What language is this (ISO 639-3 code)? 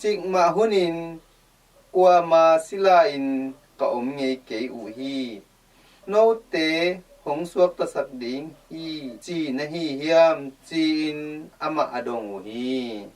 ctd